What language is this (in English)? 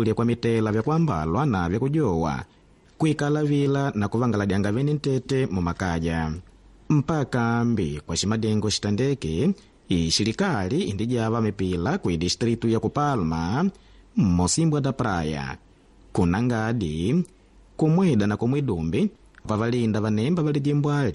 Makonde